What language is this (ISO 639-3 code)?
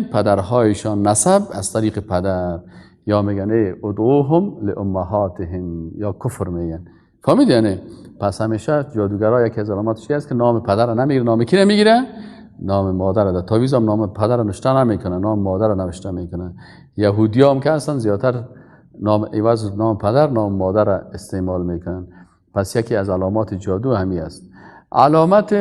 tgk